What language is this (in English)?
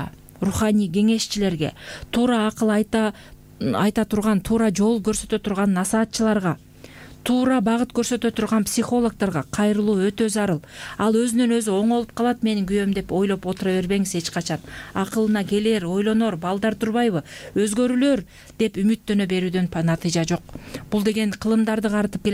Kyrgyz